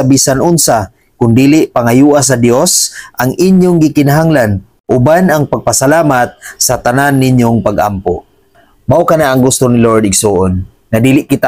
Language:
Cebuano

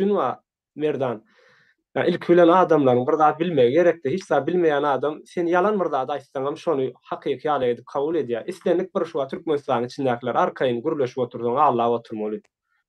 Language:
Turkmen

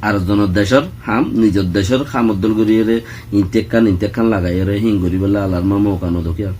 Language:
Rohingya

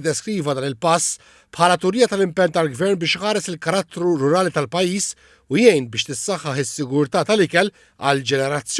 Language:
Maltese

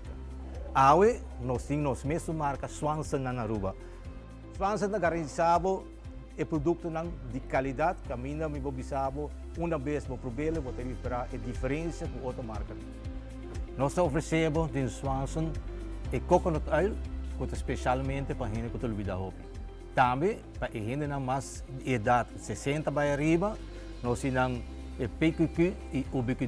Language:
Papiamento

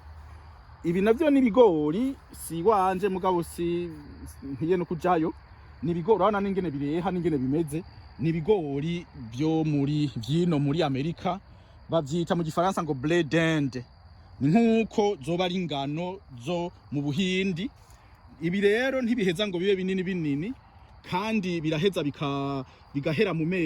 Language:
Rundi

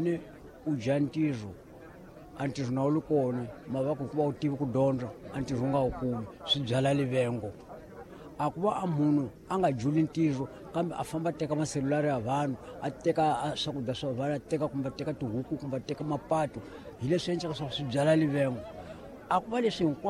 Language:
Tsonga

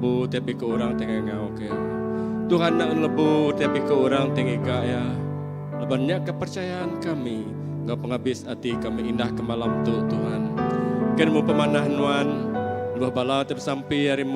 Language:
Iban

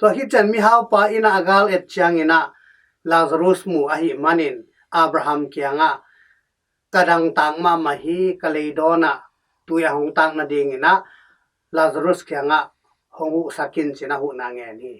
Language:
Tedim Chin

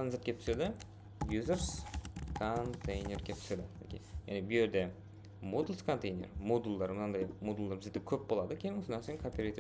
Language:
Kara-Kalpak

